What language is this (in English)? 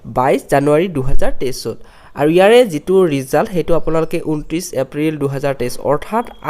Assamese